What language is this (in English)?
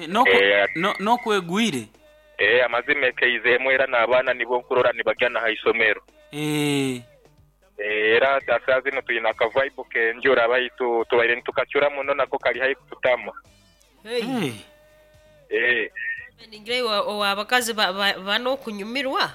Nyoro